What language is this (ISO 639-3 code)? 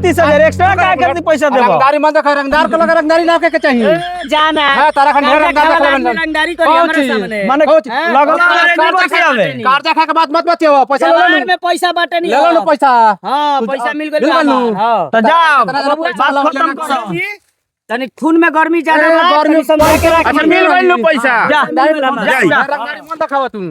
bho